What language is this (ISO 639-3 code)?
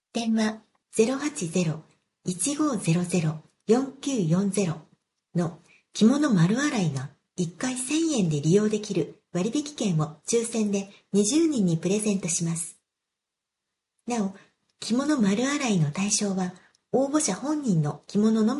jpn